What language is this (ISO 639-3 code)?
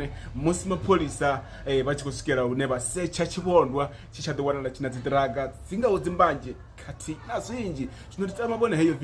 ven